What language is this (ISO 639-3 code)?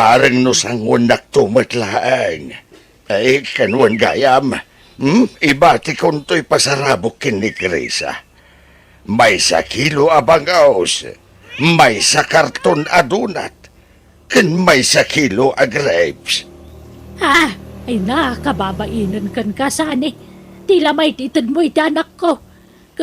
ilo